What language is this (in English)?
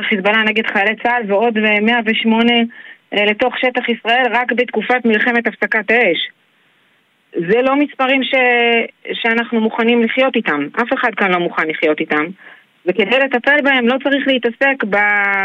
Hebrew